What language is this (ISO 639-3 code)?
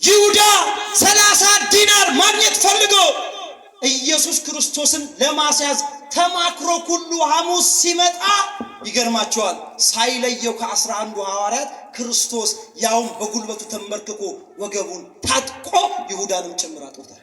amh